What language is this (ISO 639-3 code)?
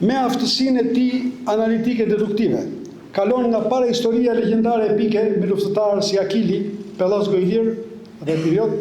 sqi